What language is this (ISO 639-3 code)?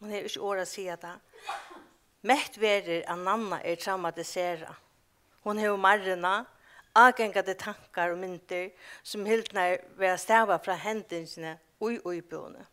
fao